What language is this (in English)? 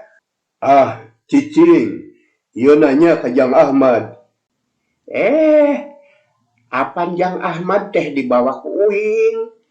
Sundanese